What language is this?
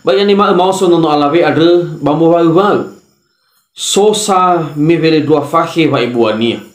Nias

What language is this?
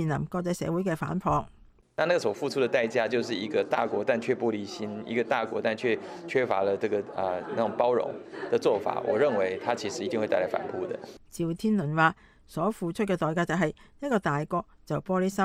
Cantonese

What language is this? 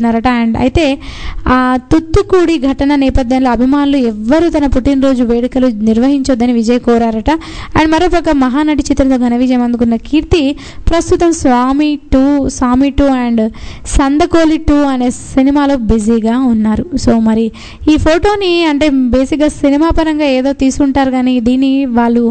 Telugu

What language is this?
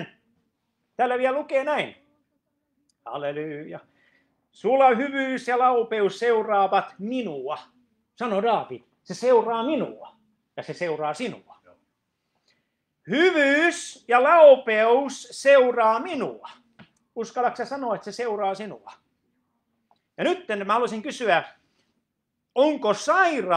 Finnish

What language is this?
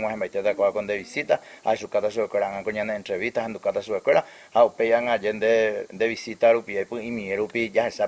Guarani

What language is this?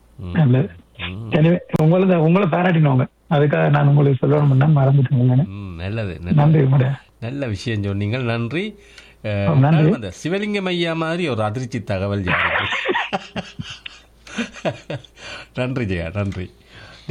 Tamil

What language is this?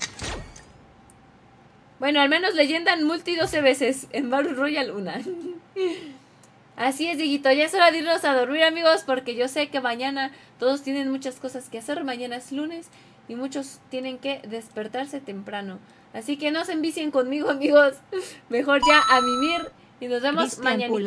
Spanish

